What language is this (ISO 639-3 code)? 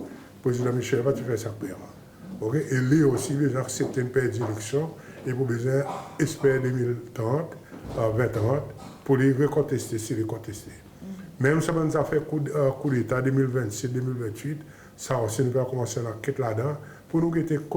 crs